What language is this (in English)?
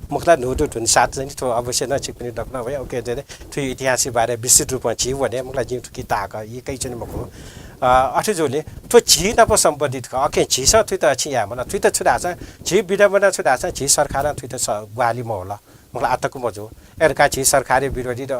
Newari